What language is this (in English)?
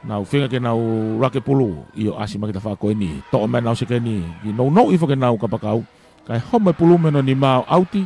Tongan